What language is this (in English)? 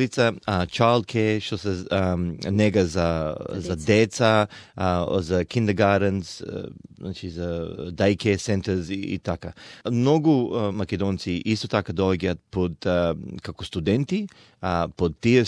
Macedonian